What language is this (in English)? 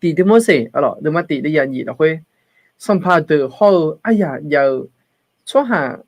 Akha